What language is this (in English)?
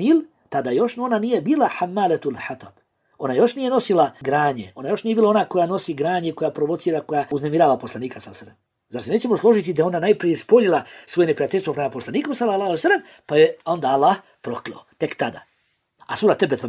Bosnian